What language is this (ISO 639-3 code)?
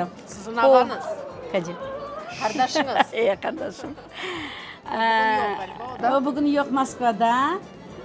crh